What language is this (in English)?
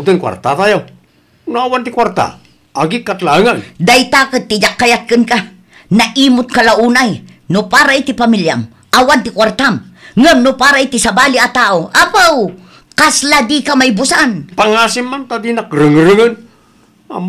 Iloko